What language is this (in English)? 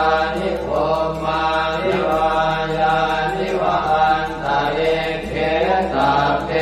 Pali